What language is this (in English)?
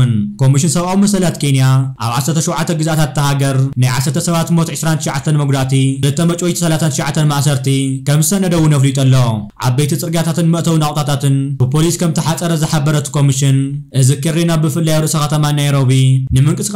Tigrinya